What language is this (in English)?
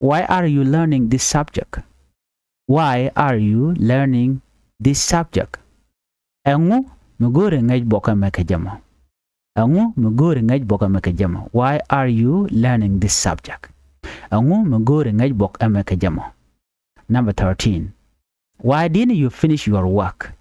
Nuer